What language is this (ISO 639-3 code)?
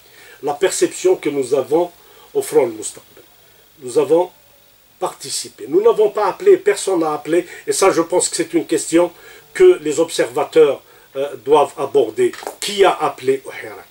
fra